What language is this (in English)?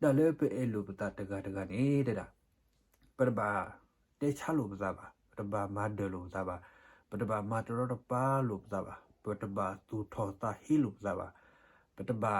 S'gaw Karen